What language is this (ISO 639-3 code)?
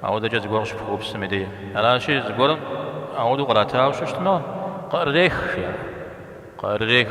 kbd